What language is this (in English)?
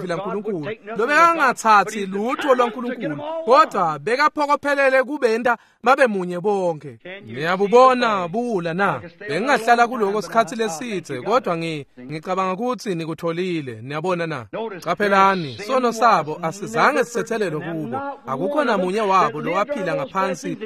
Swati